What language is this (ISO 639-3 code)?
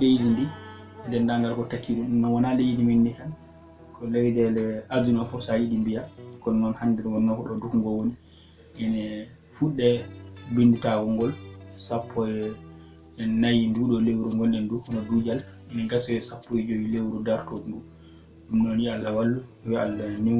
ful